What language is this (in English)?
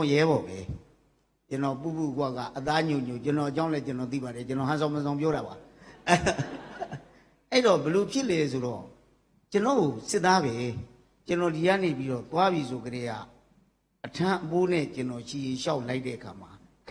Burmese